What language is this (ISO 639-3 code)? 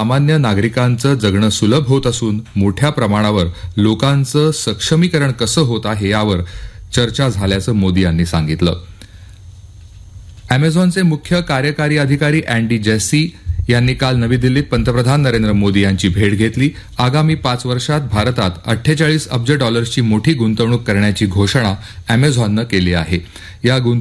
mar